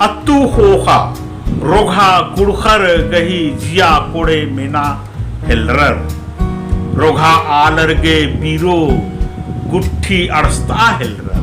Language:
Kurukh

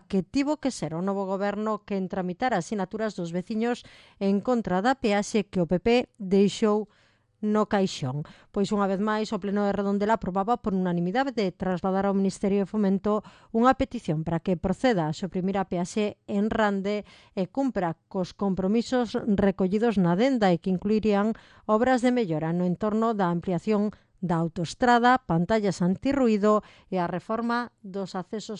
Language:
Galician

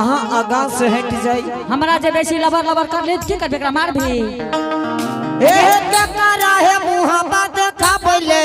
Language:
Angika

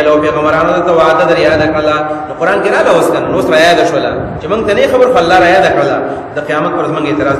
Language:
Pashto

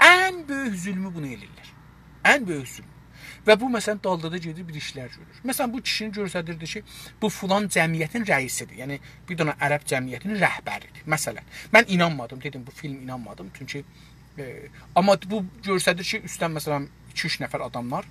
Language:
South Azerbaijani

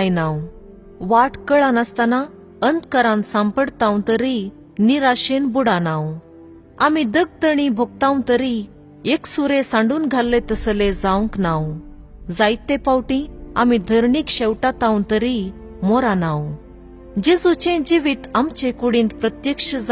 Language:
Konkani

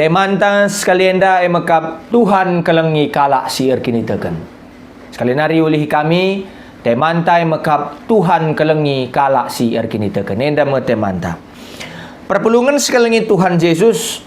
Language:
Batak Karo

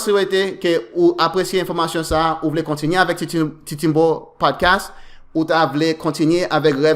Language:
Haitian Creole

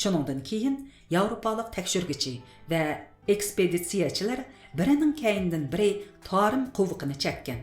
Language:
Uyghur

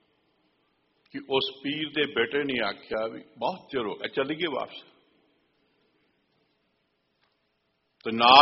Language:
Punjabi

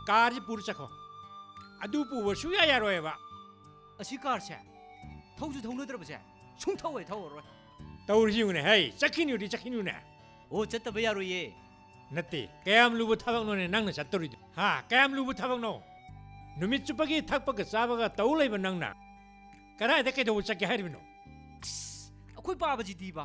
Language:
Manipuri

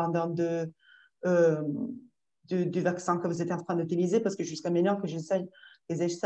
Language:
French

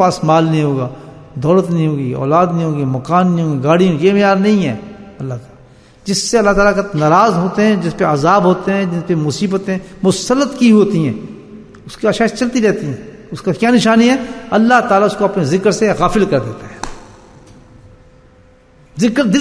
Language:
Urdu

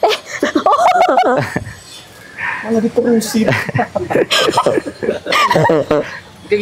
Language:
Indonesian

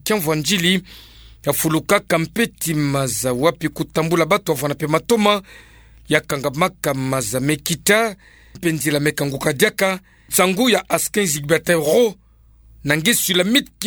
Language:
Kituba (Democratic Republic of Congo)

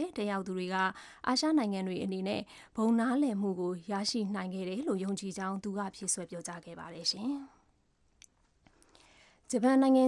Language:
Burmese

